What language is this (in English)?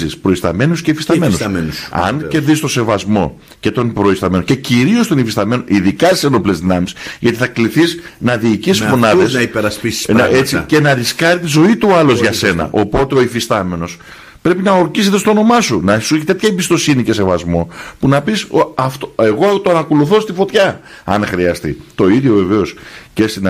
Greek